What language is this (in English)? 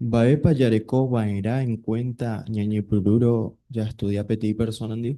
Guarani